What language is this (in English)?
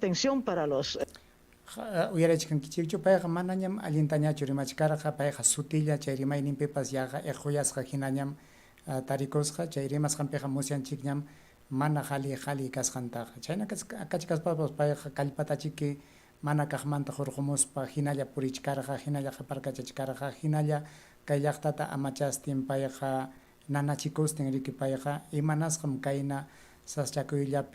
Ayacucho Quechua